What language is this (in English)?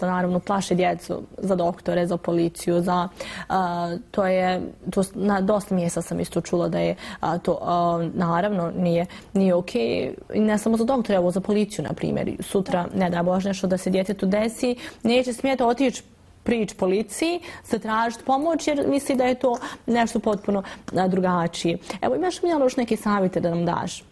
Bosnian